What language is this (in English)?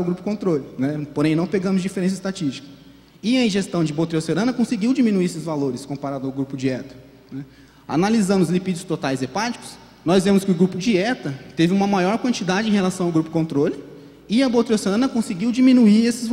Portuguese